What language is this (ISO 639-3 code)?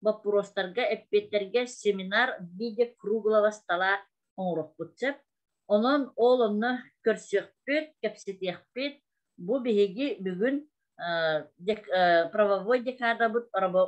sah